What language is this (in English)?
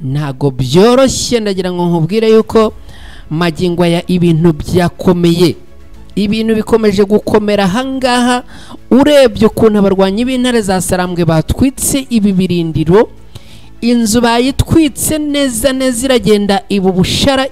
Kinyarwanda